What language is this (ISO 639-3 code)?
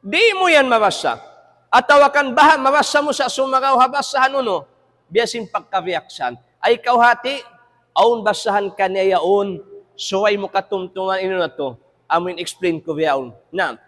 tsg